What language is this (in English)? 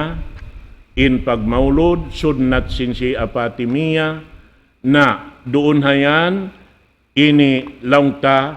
Tausug